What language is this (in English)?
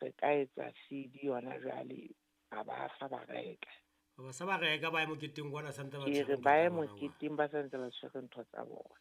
Southern Sotho